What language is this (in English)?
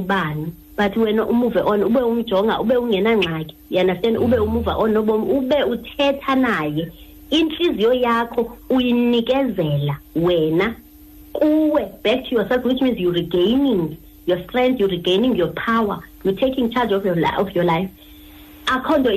Xhosa